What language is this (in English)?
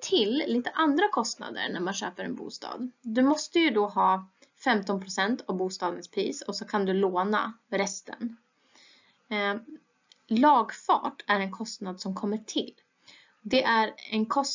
Swedish